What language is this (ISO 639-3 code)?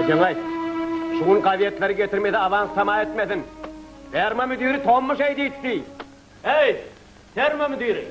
tuk